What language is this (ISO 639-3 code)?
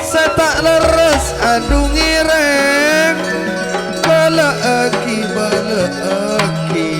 mad